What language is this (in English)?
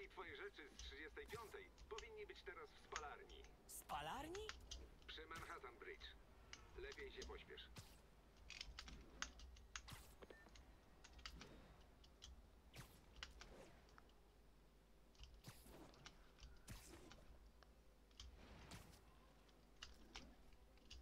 Polish